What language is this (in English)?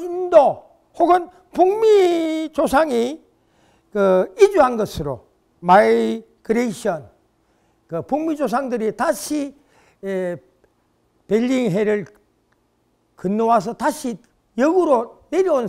Korean